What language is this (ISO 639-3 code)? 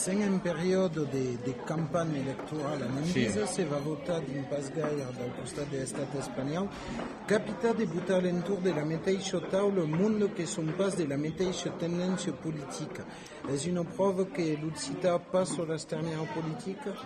oci